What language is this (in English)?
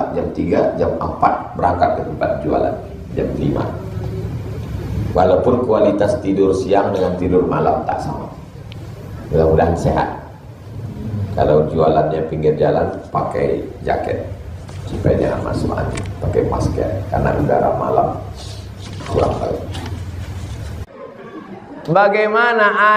Indonesian